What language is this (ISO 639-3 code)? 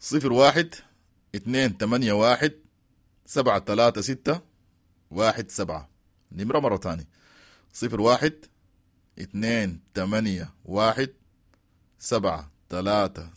apd